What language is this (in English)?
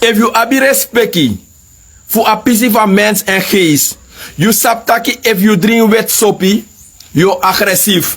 Sranan Tongo